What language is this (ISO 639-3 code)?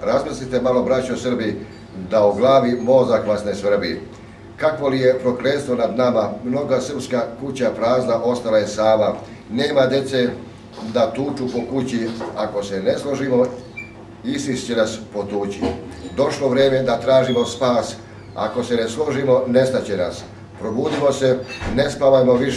srp